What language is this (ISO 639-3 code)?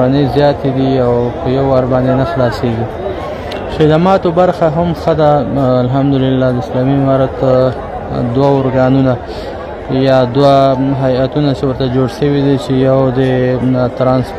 pus